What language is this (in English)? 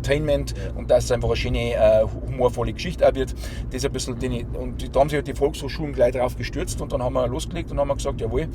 Bavarian